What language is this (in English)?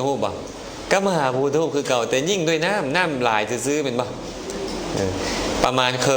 Lao